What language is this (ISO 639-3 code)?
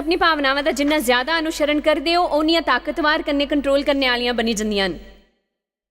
doi